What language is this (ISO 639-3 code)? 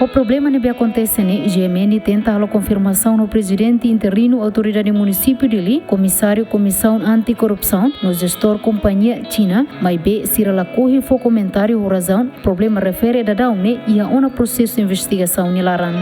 tet